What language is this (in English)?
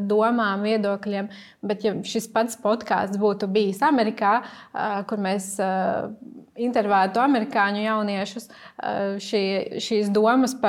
Latvian